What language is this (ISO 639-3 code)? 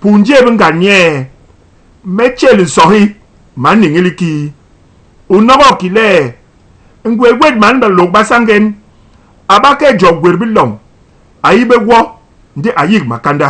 bas